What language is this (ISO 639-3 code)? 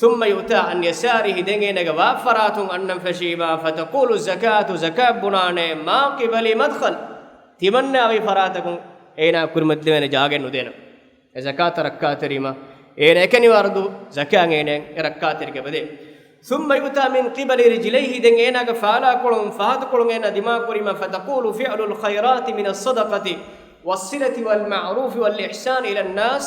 div